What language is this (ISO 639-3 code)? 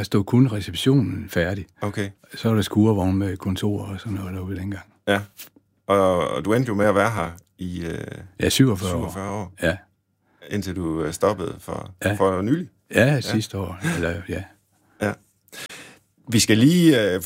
dan